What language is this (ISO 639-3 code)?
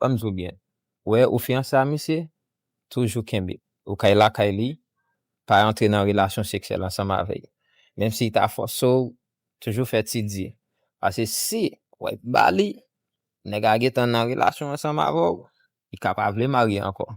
hat